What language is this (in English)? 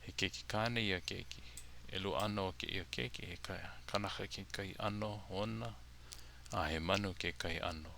Hawaiian